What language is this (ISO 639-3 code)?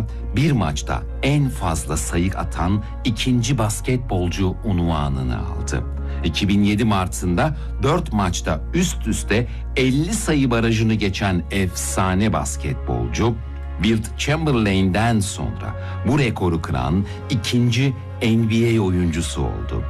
tur